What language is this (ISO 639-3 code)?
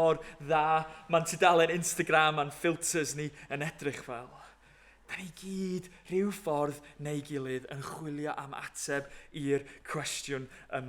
cym